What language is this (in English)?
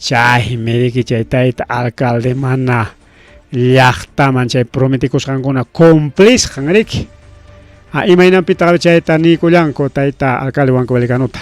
Ayacucho Quechua